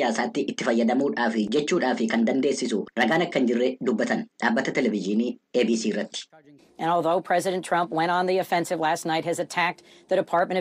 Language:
Oromo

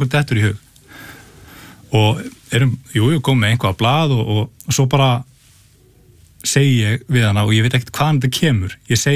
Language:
Icelandic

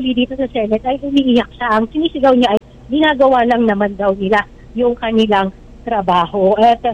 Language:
Filipino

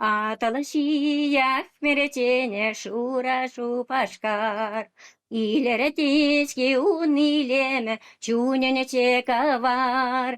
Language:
Chuvash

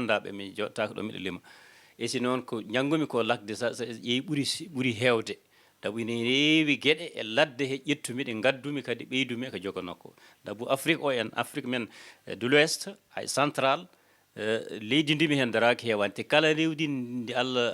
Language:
Fula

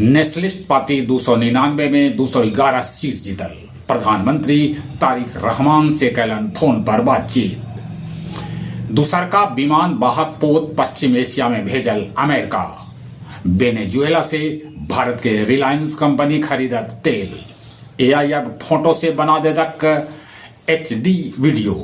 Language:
Magahi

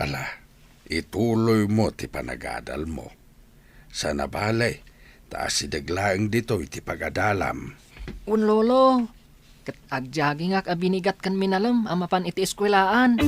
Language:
Iloko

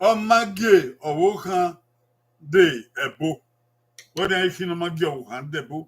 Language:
Bini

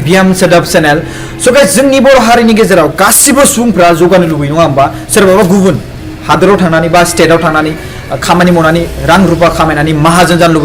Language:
Bodo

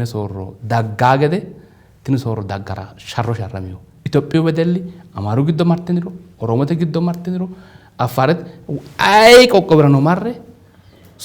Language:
Sidamo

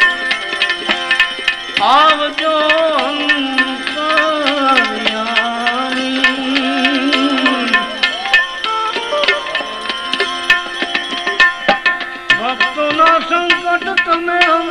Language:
Gujarati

